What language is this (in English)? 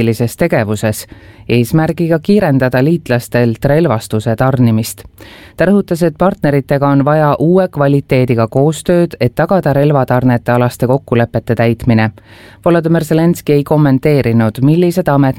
Estonian